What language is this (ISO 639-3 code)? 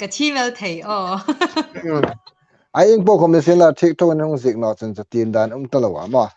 hmr